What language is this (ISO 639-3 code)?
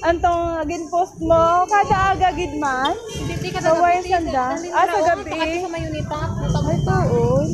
hil